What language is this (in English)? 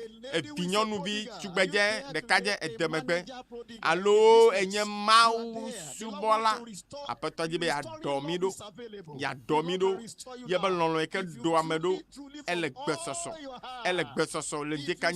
Ewe